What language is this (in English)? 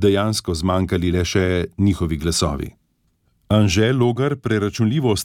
Slovenian